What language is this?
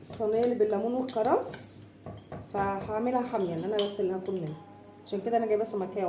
Egyptian Arabic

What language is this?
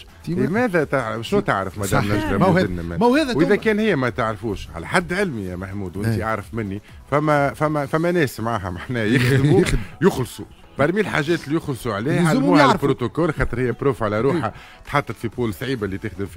Tunisian Arabic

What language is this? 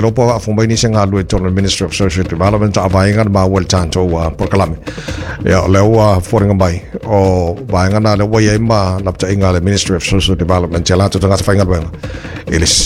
Samoan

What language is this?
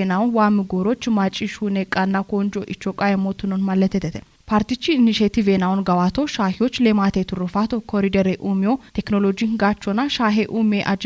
Kafa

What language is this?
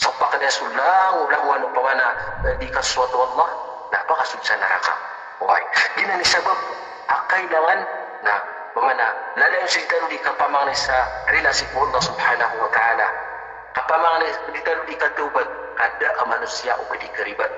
Maranao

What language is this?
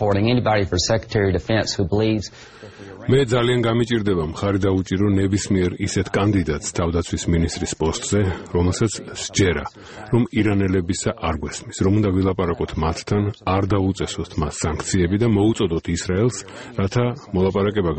Georgian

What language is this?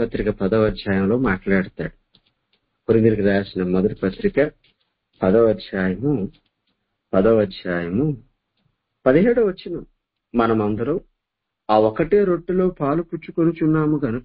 Telugu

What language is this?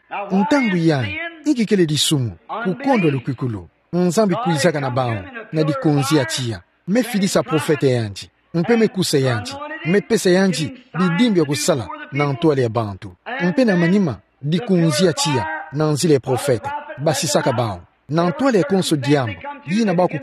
Kituba (Democratic Republic of Congo)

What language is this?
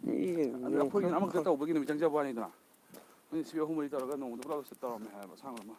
Manipuri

